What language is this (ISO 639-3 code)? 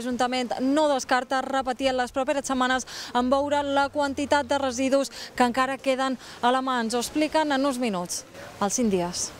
cat